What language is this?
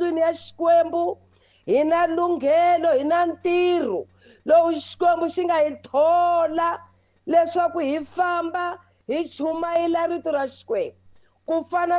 Tsonga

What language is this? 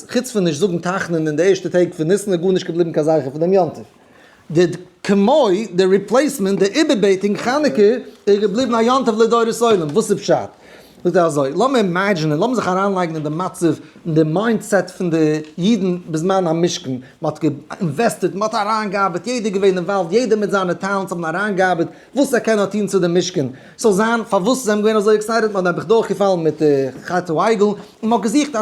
Yiddish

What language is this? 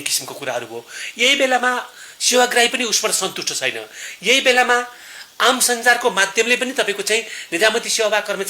Nepali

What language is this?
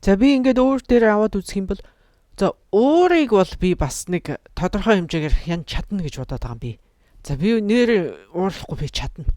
Mongolian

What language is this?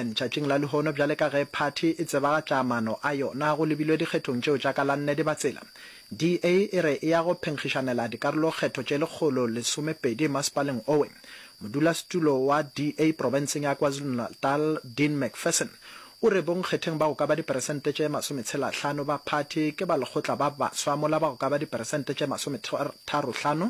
Northern Sotho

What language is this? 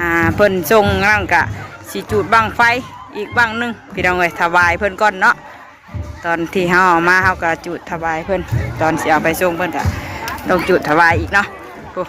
Northeastern Thai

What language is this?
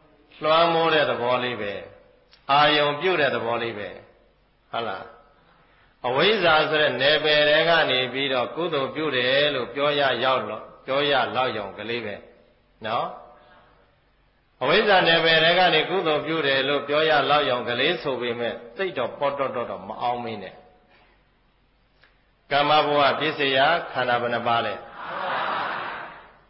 Burmese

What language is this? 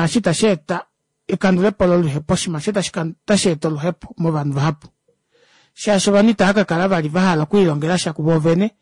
Kuanyama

